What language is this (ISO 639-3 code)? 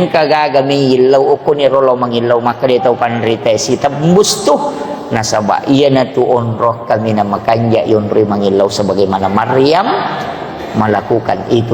bug